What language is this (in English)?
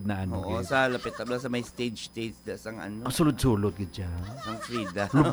Hiligaynon